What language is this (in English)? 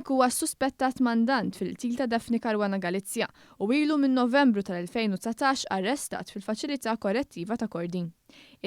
Maltese